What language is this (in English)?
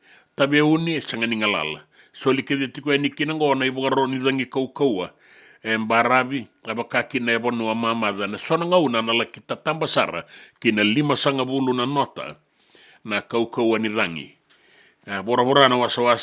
Fijian